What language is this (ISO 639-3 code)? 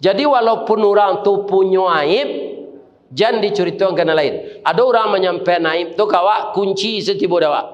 min